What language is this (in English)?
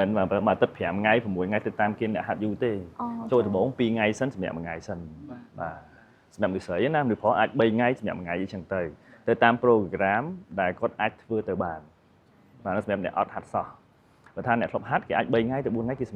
Khmer